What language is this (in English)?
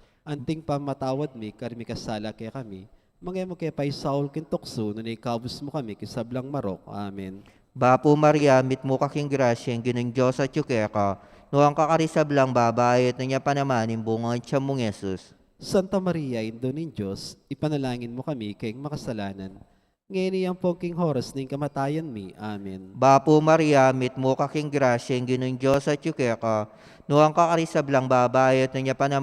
Pampanga